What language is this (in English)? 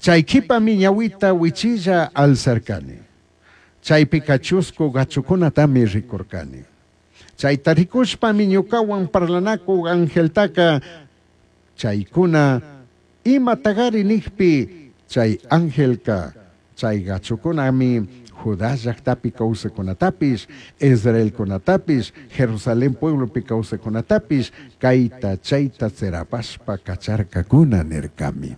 Chimborazo Highland Quichua